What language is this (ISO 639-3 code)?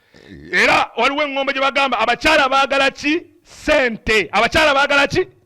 lug